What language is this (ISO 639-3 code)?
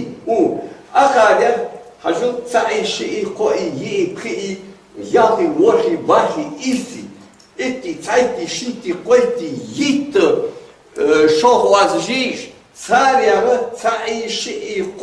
inh